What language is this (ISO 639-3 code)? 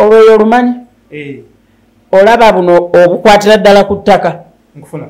lug